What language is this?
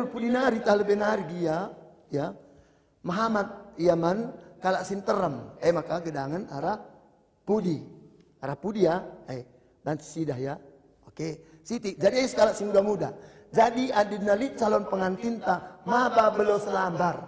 Batak Karo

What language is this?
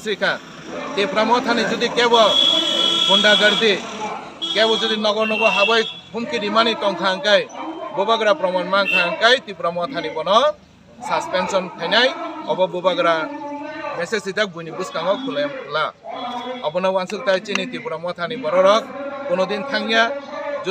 Kok Borok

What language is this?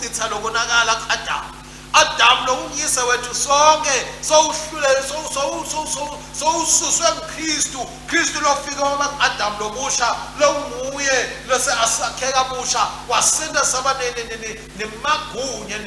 Swati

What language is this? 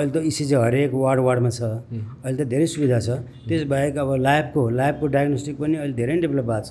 Nepali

